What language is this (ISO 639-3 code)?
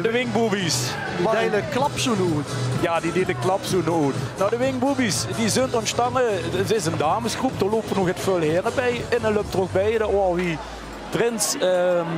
lim